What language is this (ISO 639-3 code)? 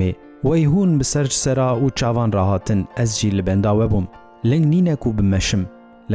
kur